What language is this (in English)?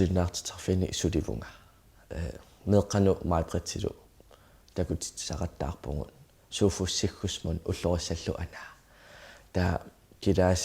Kalaallisut